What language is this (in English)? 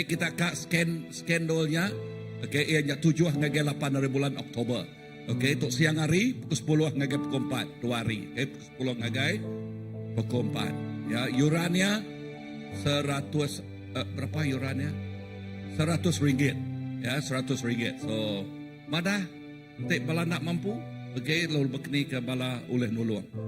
Iban